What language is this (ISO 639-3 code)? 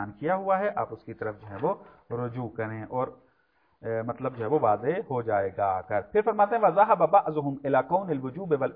urd